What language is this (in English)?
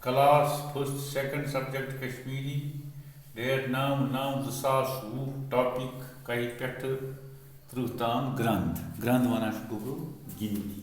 Kashmiri